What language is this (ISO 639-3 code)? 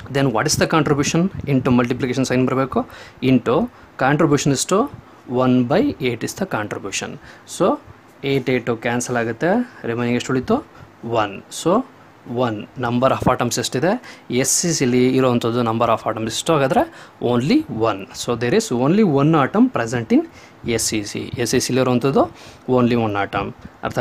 kan